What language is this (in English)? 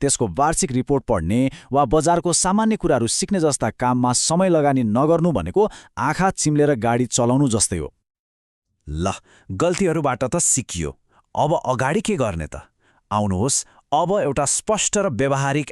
Nepali